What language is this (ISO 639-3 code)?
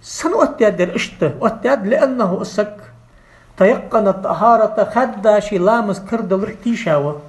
inh